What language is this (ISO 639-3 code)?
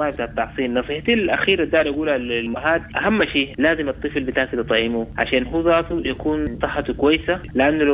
apd